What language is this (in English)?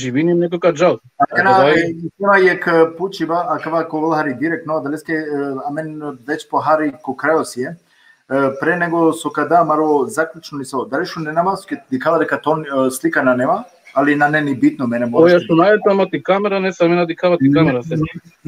Balkan Romani